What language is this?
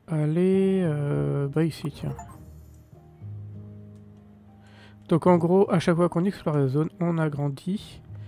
French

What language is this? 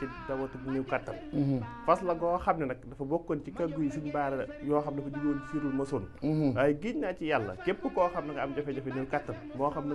Wolof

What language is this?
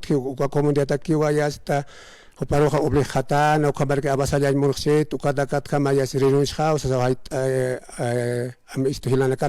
Aymara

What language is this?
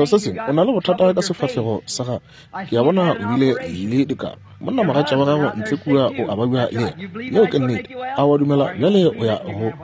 Northern Sotho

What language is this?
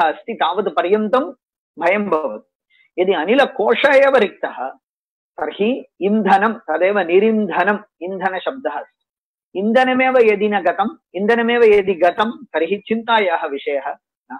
Sanskrit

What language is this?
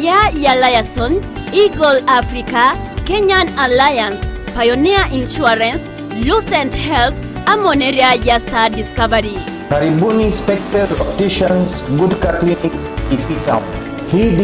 Gusii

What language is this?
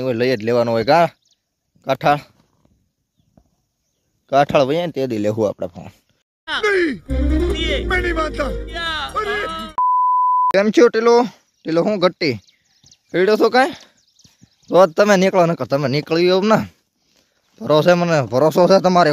Gujarati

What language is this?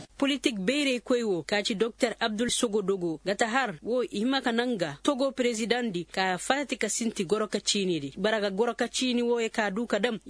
Koyraboro Senni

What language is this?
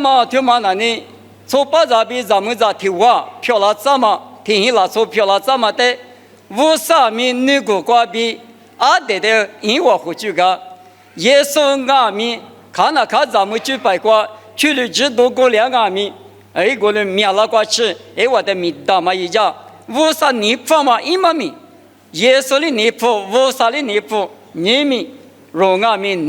Lisu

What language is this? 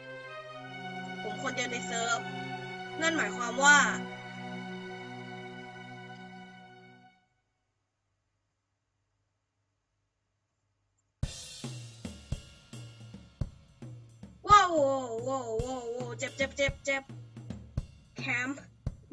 Thai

